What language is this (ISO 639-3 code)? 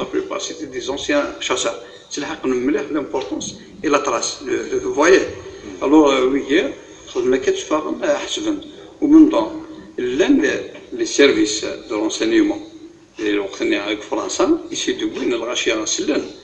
kab